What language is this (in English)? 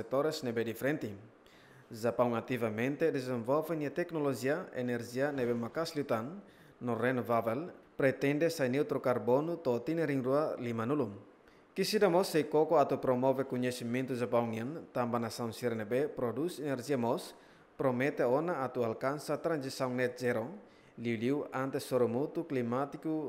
Tetum